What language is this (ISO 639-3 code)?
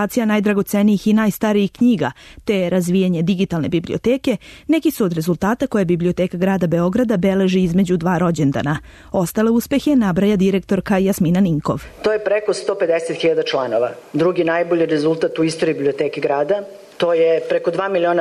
srp